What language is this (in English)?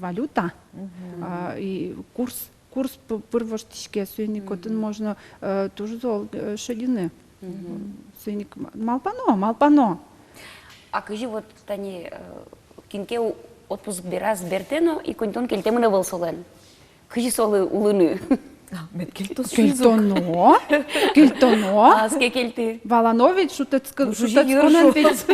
Udmurt